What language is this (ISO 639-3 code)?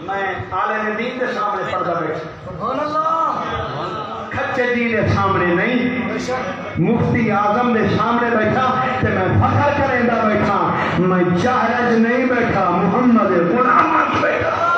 skr